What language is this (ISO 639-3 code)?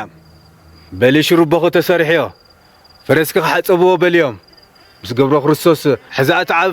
tir